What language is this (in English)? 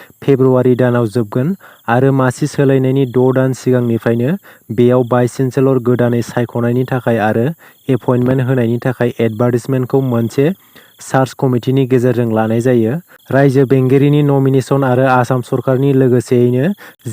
Bodo